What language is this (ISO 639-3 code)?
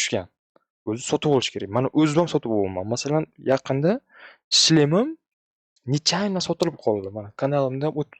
uzb